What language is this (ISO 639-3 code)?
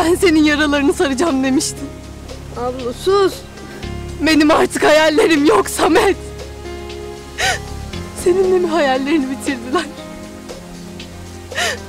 tur